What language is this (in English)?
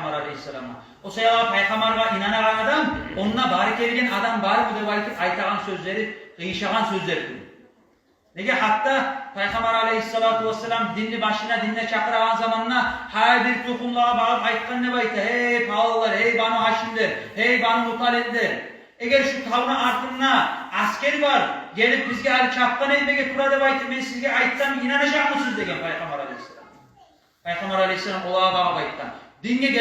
Kumyk